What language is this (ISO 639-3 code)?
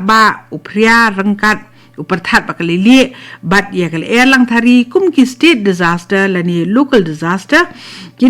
kha